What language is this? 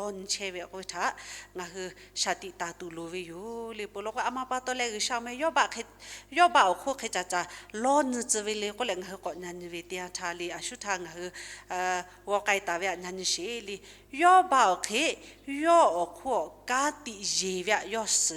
Lahu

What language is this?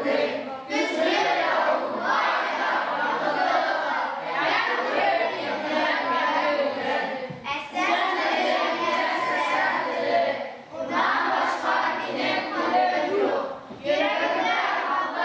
Bashkir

